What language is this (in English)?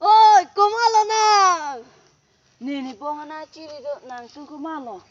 Karbi